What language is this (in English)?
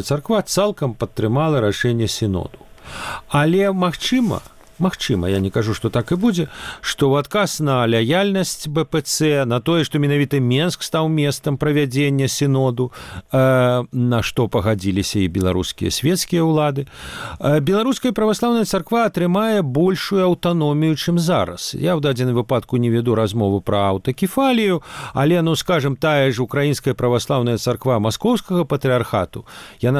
Belarusian